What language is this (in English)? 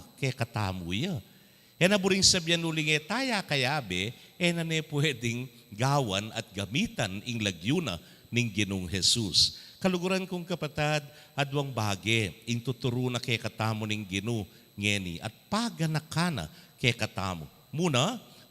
Pampanga